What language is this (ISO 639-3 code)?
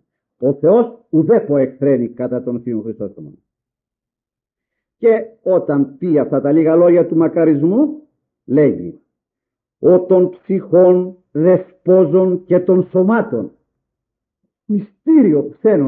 ell